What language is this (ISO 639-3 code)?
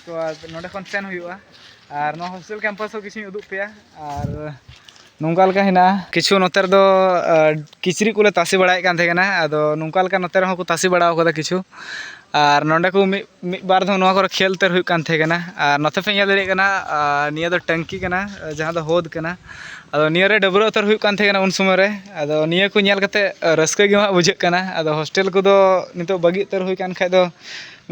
sat